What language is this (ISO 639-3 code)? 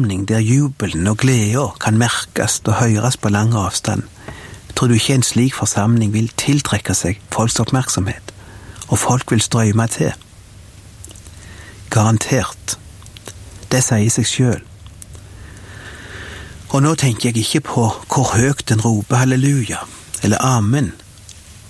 nor